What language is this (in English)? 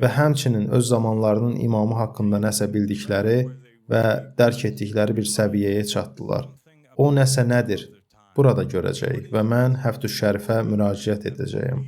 Azerbaijani